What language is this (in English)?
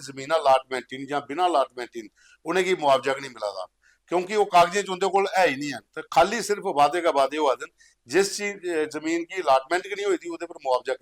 Dogri